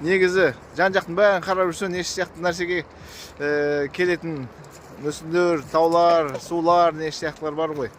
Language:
Kazakh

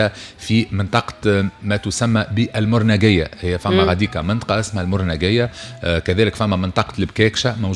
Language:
Tunisian Arabic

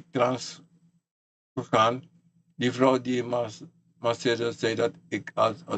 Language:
Sranan Tongo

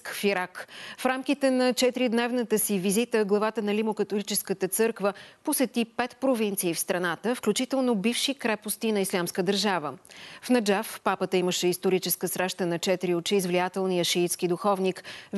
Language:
Bulgarian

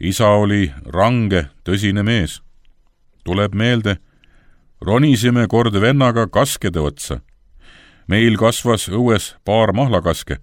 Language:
Estonian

